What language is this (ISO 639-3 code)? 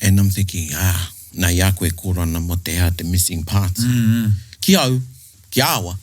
mri